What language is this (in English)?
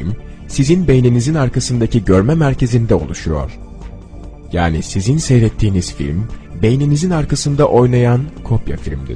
Turkish